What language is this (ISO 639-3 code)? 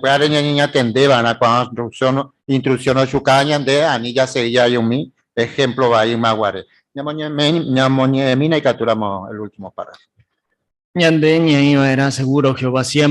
grn